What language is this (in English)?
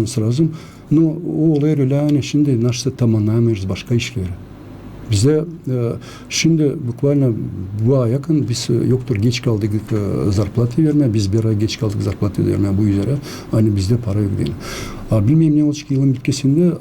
Gagauz